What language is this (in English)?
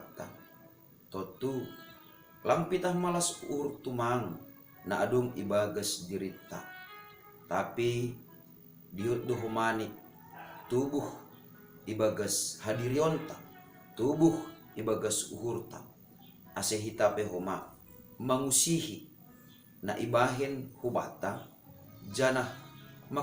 Batak Simalungun